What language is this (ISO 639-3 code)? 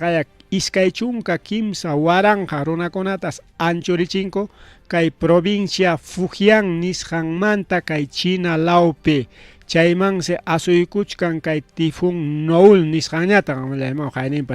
quy